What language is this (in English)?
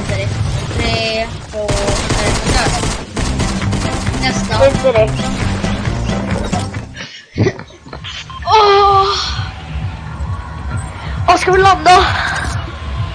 Swedish